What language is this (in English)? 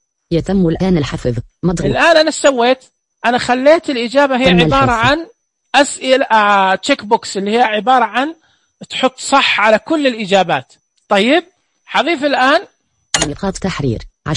Najdi Arabic